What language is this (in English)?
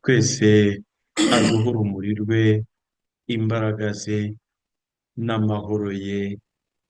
Kinyarwanda